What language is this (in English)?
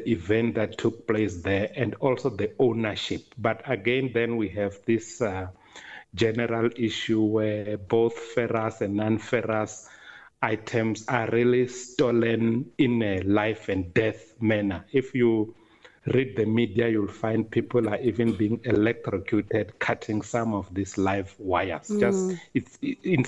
English